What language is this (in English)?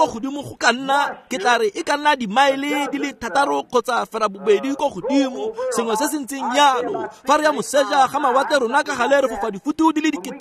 Tswana